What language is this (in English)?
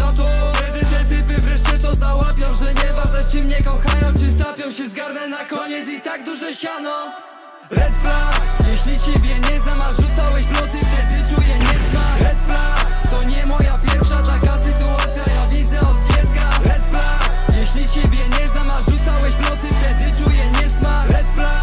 Polish